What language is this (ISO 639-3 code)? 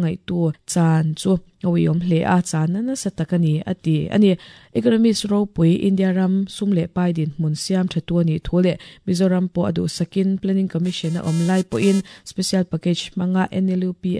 lus